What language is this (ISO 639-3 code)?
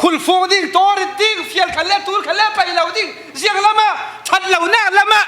cfm